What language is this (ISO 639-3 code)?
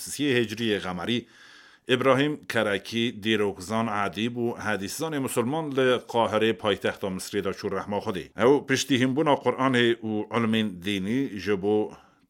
kur